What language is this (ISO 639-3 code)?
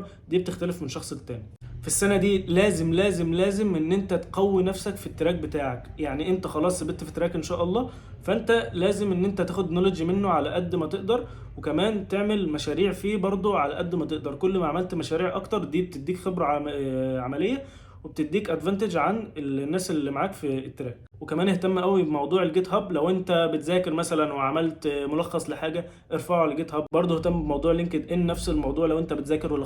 arz